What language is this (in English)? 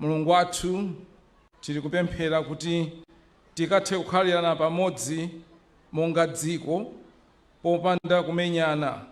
Nyanja